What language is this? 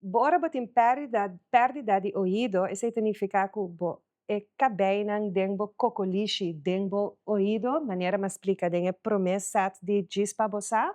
Papiamento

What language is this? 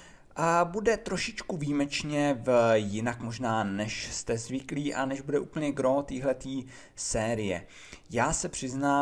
Czech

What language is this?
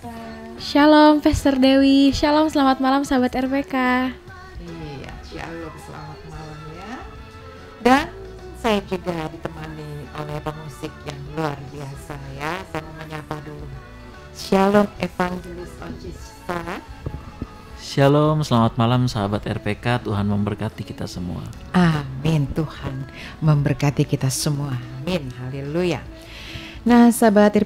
Indonesian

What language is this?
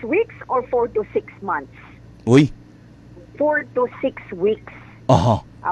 Hiligaynon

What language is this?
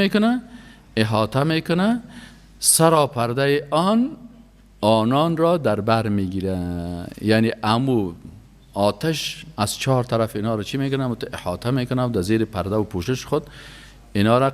Persian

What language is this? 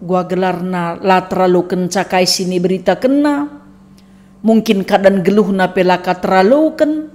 Batak Karo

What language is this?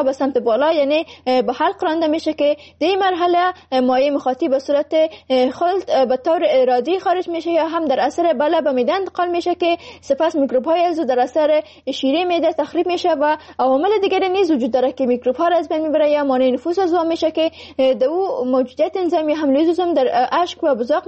Persian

